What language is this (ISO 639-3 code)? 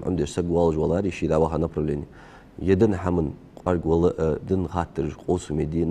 inh